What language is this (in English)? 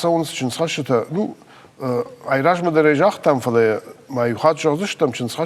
Ossetic